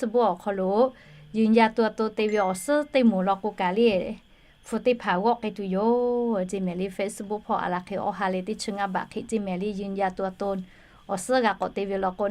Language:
Lahu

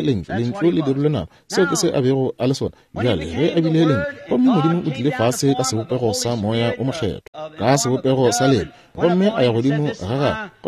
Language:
Northern Sotho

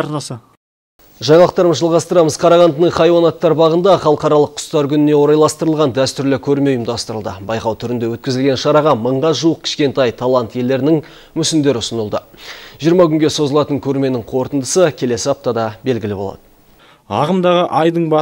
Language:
Kazakh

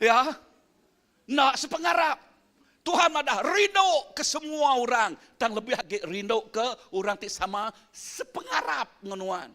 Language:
Iban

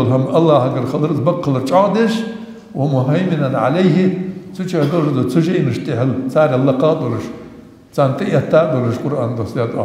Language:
Ingush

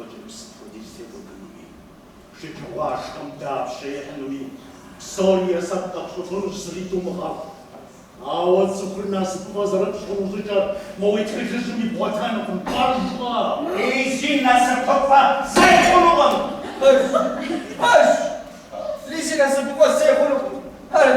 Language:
Kabardian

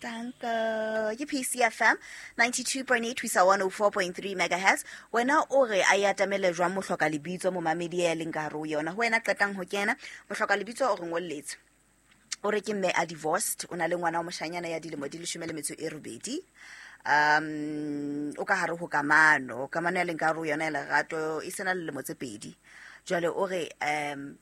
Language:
Southern Sotho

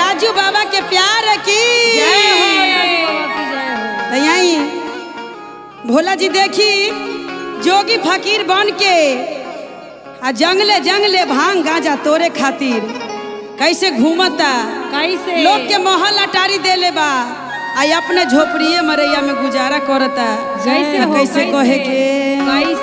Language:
Bhojpuri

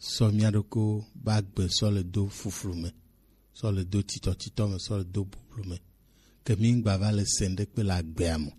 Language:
Gen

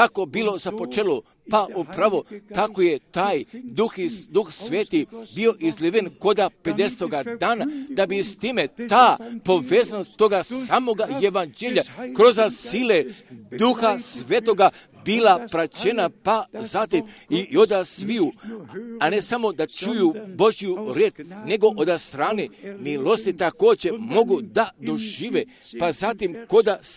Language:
Croatian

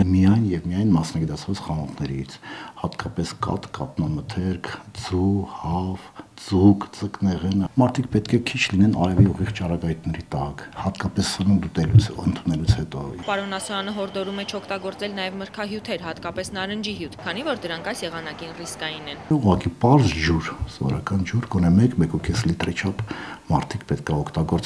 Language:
Armenian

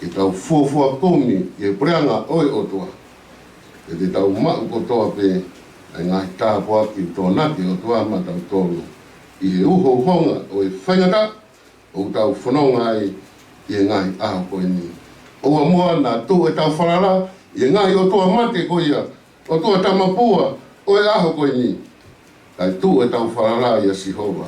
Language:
Tongan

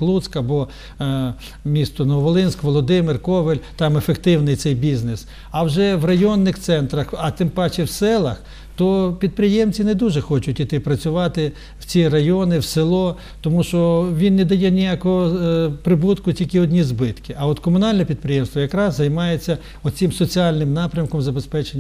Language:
Ukrainian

